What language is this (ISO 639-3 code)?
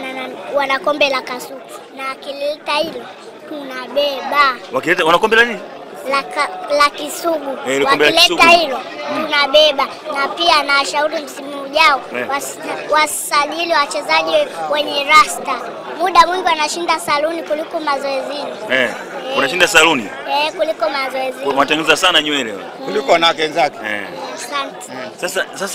swa